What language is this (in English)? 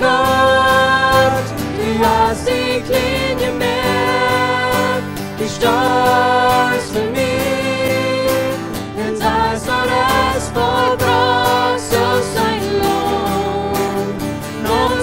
Plautdietsch